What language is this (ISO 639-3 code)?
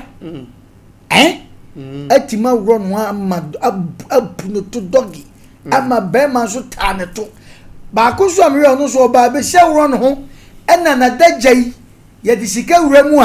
aka